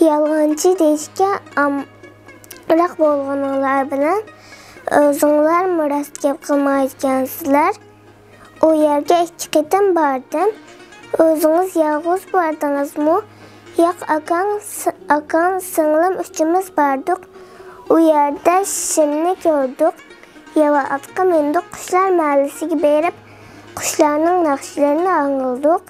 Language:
Uyghur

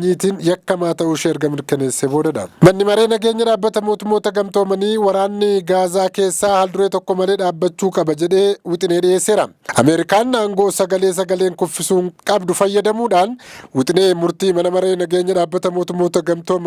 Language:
Oromo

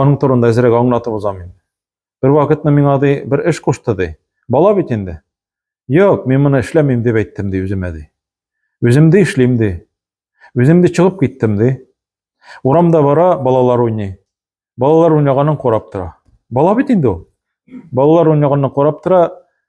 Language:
Tatar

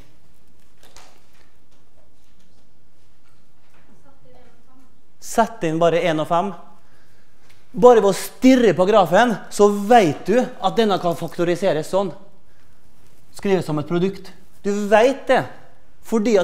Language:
Norwegian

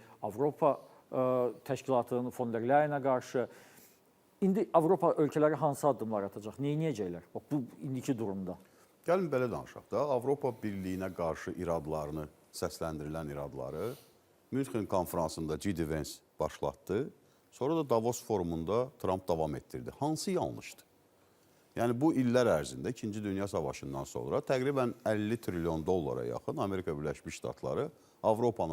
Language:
Azerbaijani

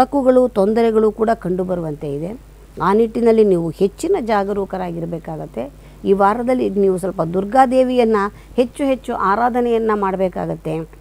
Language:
Kannada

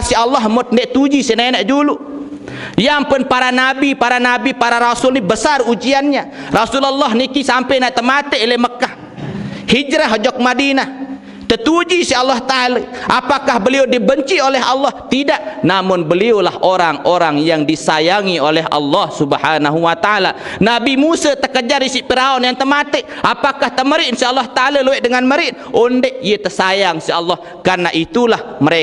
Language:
Sasak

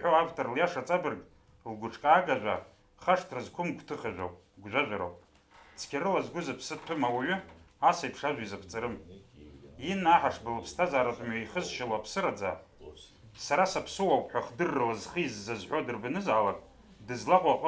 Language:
Abkhazian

